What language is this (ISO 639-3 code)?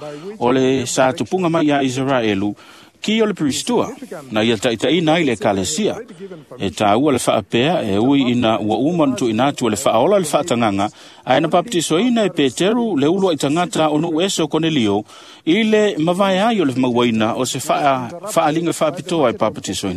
smo